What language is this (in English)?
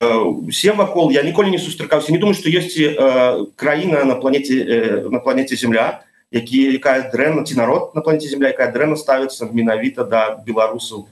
Belarusian